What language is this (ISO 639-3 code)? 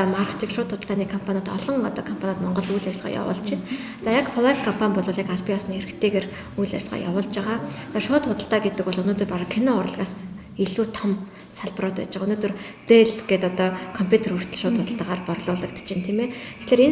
mon